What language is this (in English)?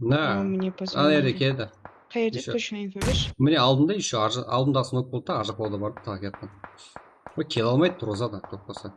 Kara-Kalpak